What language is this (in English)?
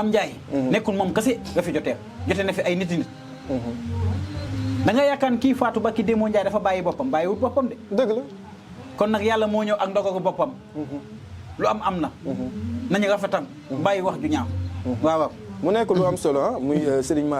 Wolof